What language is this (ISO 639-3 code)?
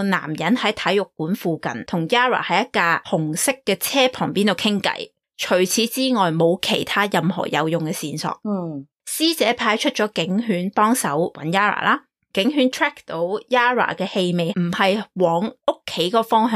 yue